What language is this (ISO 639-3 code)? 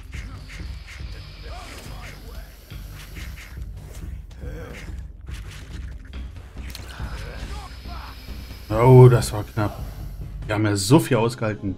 deu